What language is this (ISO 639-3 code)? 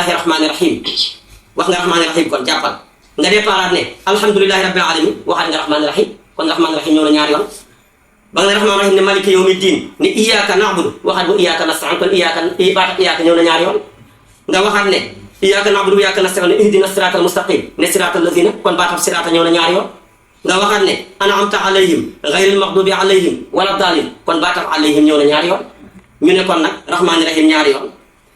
wol